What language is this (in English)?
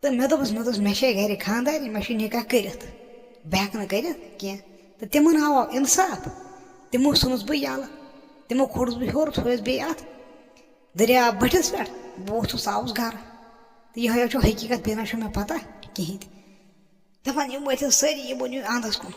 Kashmiri